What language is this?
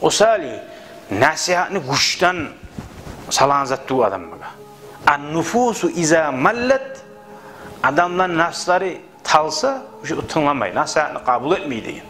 Kumyk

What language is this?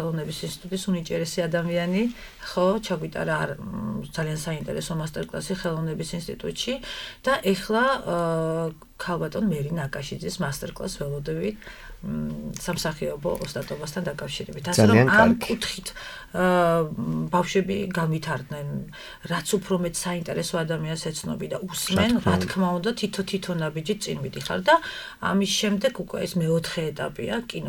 Georgian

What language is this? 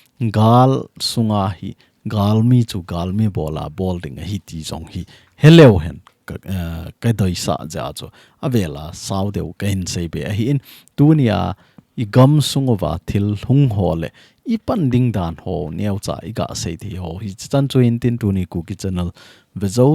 Thado Chin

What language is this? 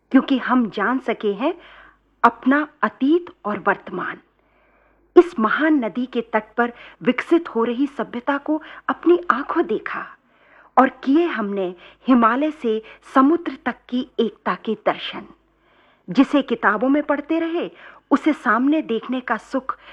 Hindi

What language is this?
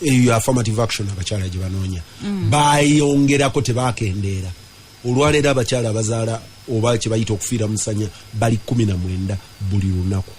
Ganda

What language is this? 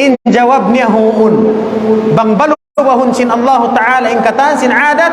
Tausug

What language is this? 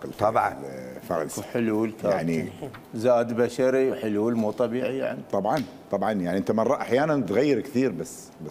Mesopotamian Arabic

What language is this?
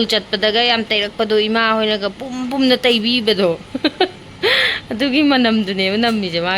Manipuri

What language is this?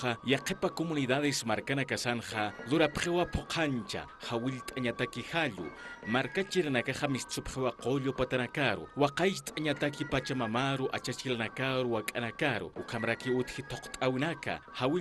Aymara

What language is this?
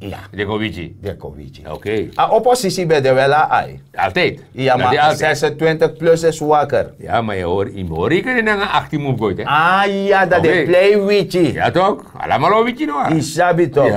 Sranan Tongo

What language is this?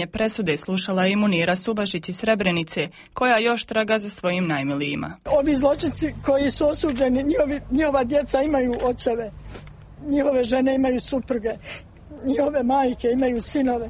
Croatian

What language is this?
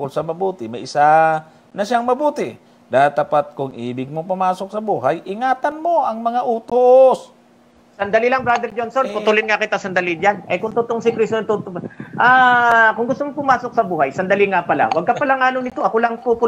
Filipino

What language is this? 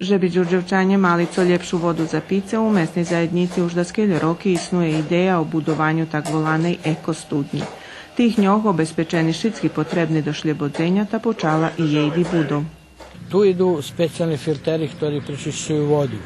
Rusyn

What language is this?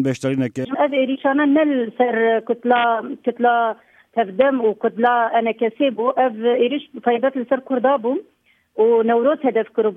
Kurdish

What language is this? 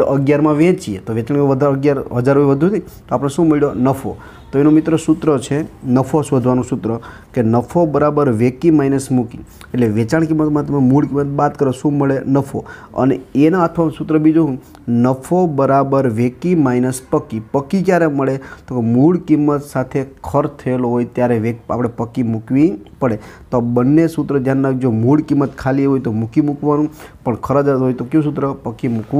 Gujarati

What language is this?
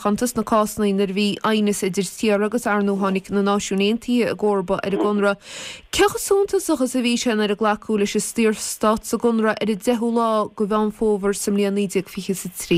Irish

